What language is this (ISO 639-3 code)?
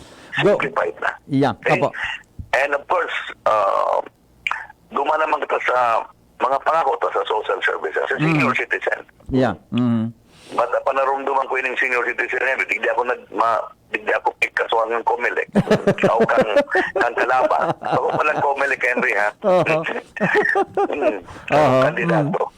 bik